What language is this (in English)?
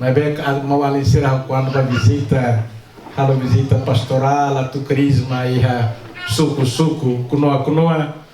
Tetum